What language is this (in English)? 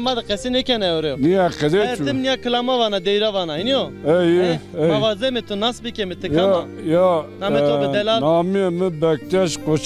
Zaza